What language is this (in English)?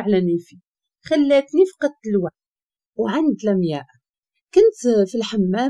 Moroccan Arabic